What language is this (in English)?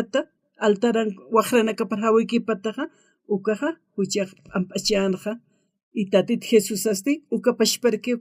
Aymara